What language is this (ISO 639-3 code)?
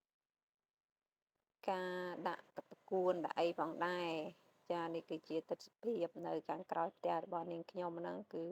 khm